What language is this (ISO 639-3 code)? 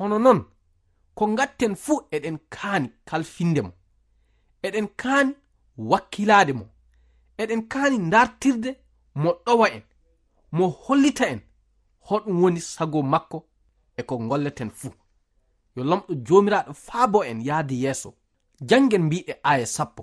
ful